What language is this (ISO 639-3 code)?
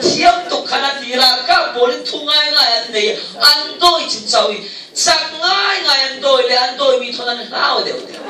cfm